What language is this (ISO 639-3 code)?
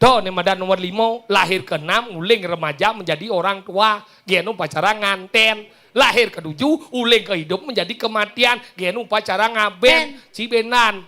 ban